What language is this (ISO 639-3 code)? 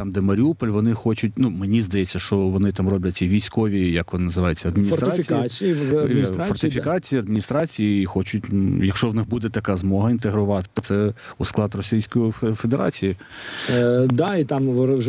ukr